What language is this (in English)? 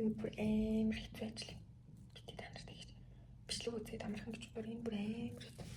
Mongolian